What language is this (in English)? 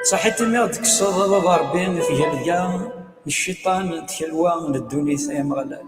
Kabyle